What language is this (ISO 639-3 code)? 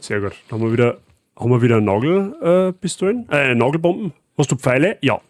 bar